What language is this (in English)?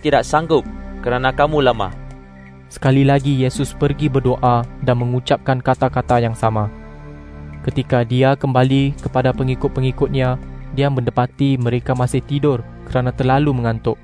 Malay